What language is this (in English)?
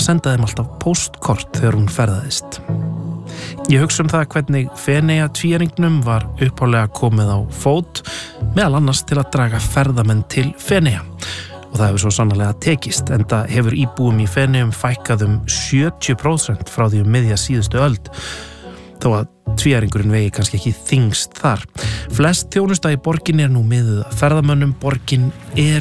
Icelandic